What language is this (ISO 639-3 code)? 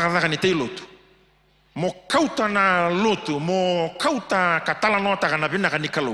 fij